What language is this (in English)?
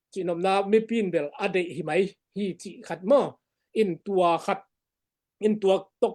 Tedim Chin